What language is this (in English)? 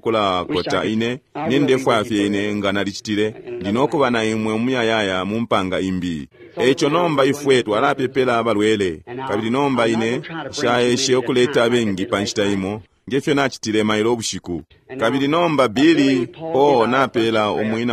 Bemba